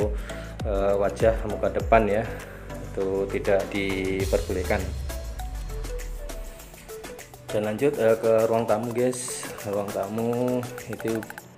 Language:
Indonesian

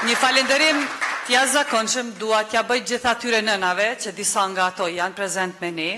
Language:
Albanian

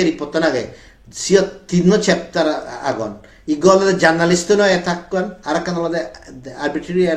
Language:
Chakma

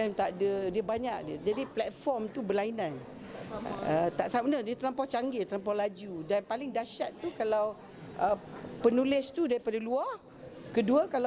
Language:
Malay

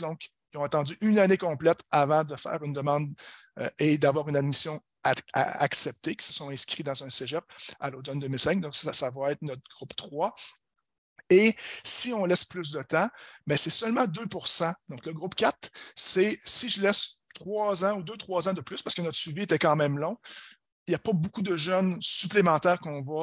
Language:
French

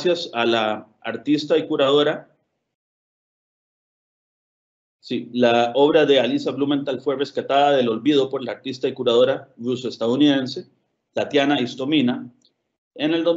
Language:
Spanish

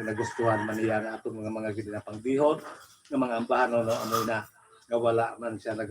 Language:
Hiligaynon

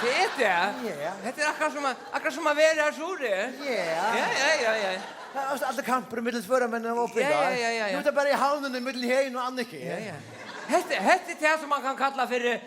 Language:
Faroese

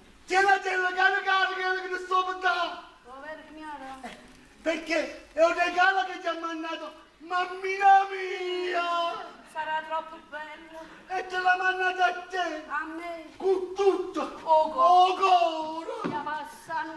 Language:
Neapolitan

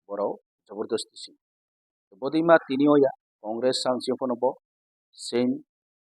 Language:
Riang (India)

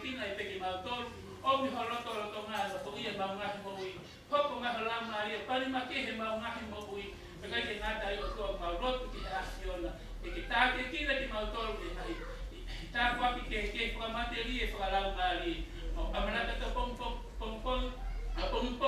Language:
Tongan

